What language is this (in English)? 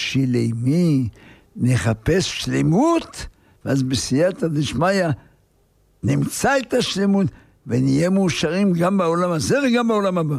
Hebrew